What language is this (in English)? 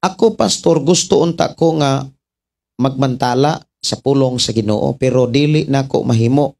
Cebuano